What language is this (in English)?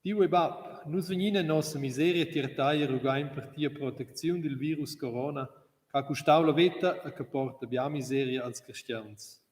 Romansh